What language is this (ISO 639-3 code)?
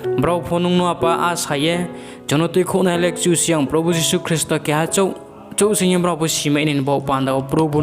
ria